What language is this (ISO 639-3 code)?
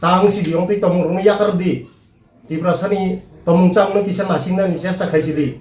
trp